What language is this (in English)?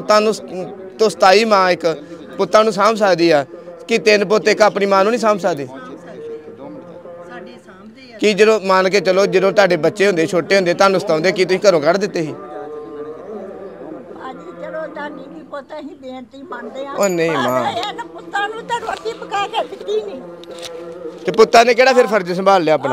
Punjabi